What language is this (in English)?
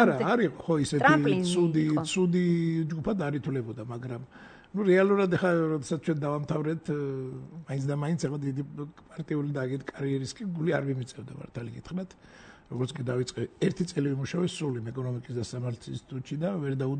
Georgian